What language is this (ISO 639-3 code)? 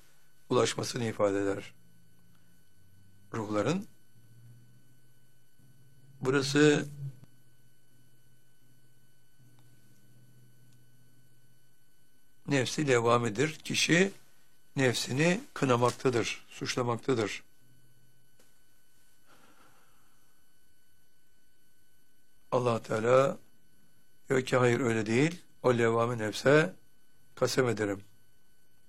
tur